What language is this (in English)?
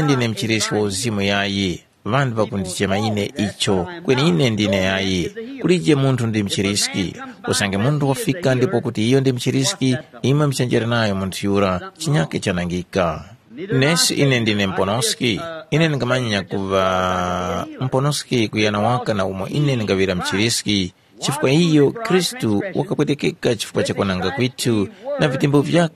Tumbuka